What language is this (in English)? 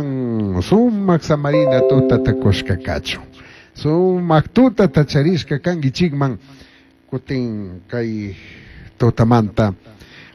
Chimborazo Highland Quichua